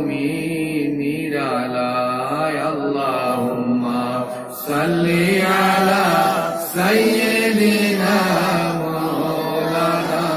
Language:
Sylheti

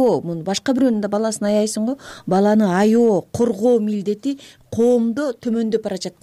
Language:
Kyrgyz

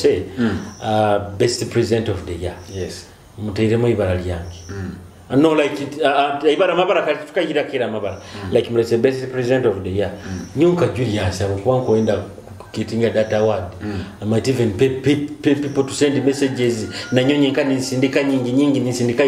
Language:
Nyoro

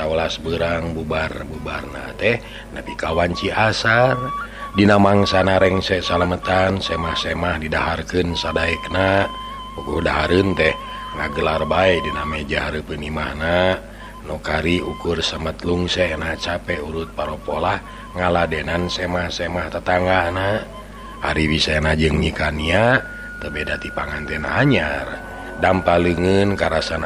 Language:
Sundanese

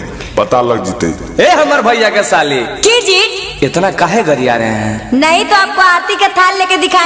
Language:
Bhojpuri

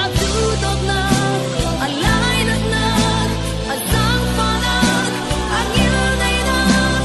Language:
Falam Chin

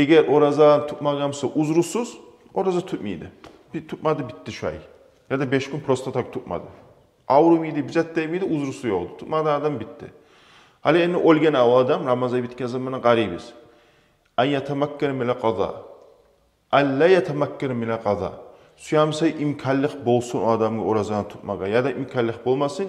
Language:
Kumyk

